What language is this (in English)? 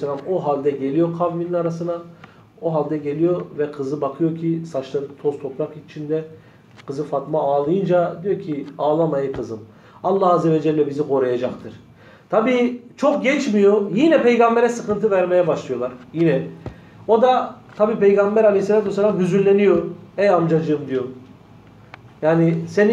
Turkish